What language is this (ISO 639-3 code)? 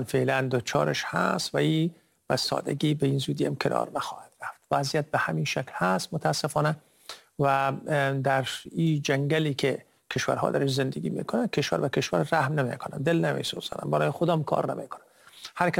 fas